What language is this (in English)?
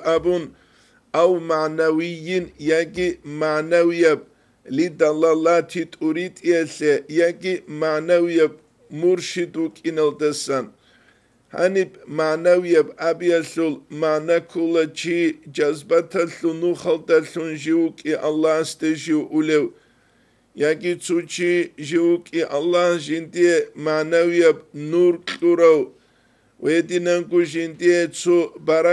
Avaric